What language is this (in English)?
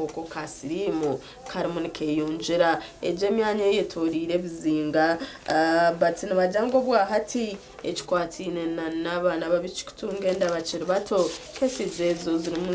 Nyankole